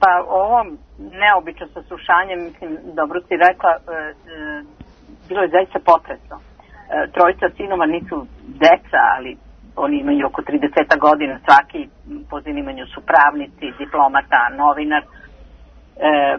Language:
Serbian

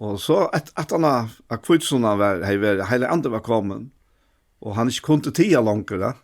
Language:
Faroese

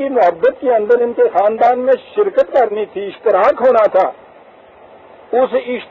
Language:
Urdu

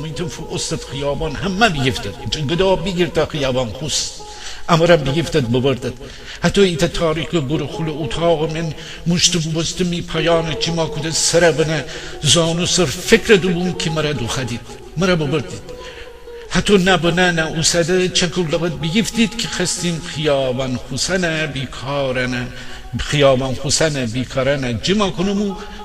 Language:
Gilaki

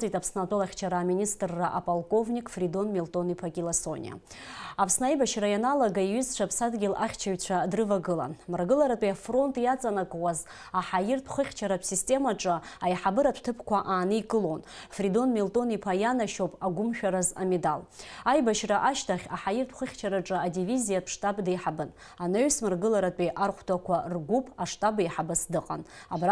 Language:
Abkhazian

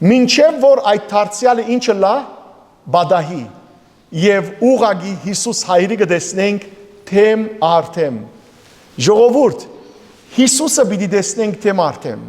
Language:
Western Armenian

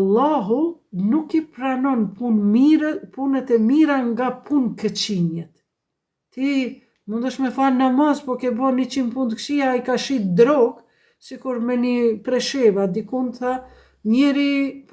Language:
Albanian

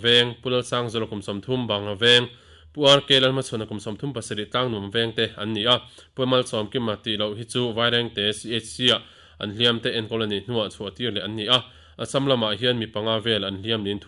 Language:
Mizo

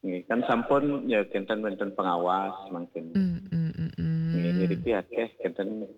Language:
Balinese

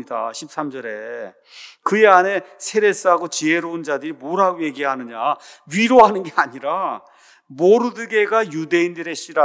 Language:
Korean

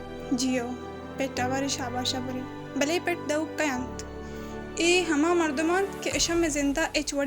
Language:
Baluchi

